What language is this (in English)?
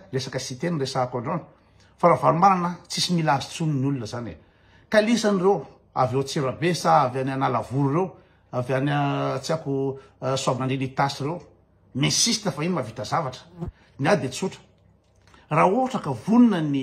Malagasy